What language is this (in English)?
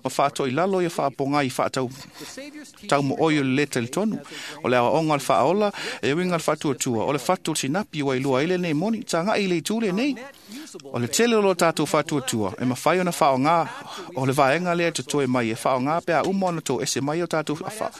Samoan